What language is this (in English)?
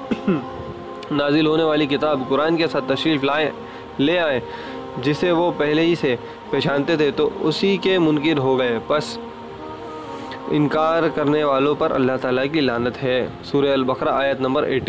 Urdu